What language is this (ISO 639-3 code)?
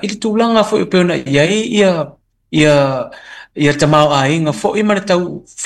smo